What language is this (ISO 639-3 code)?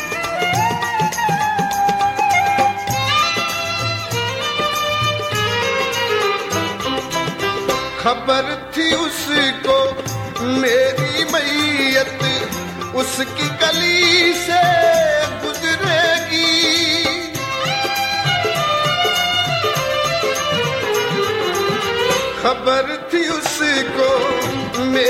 hin